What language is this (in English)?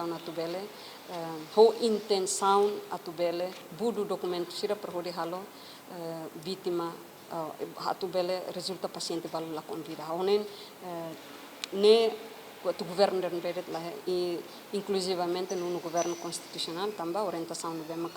Tetum